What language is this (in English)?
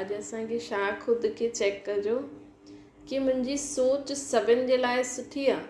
Sindhi